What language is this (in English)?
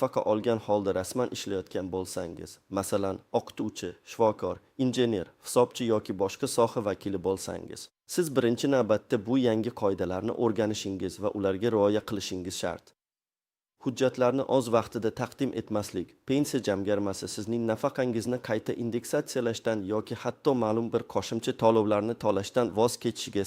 Uzbek